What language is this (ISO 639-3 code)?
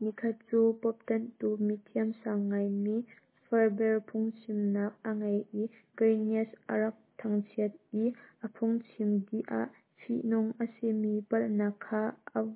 cnh